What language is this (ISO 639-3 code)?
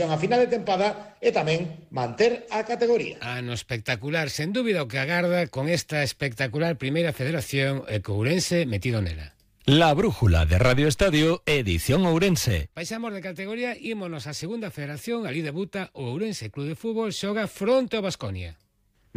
glg